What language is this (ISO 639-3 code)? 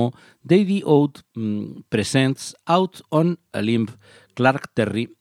glg